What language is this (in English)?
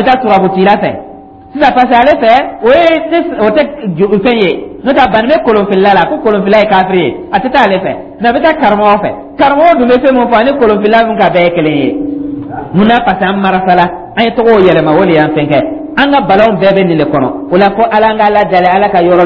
Dyula